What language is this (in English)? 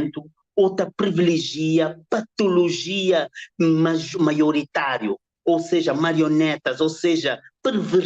Kabuverdianu